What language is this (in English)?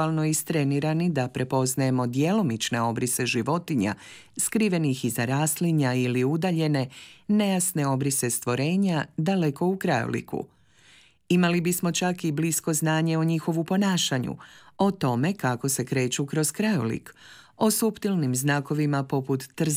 Croatian